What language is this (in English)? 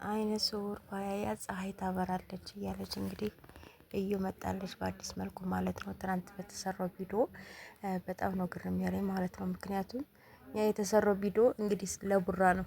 Amharic